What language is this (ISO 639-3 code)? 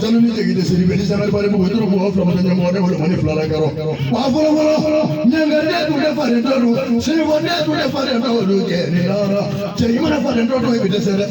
bam